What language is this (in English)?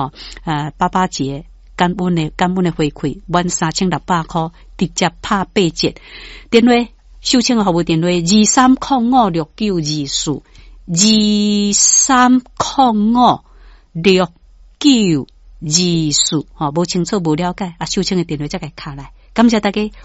Min Nan Chinese